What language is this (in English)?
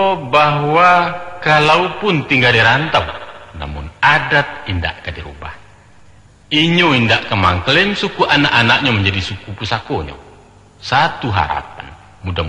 Minangkabau